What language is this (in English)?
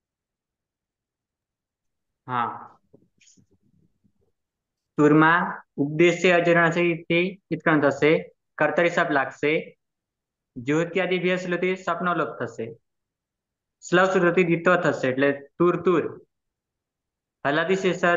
Gujarati